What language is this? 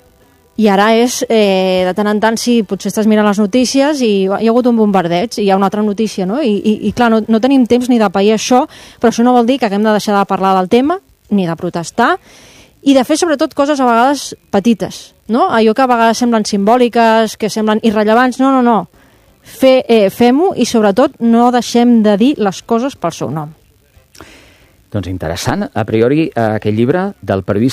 Catalan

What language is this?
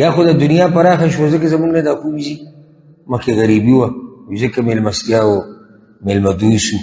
Pashto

